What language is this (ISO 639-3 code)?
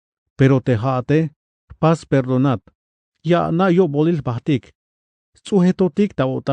tzh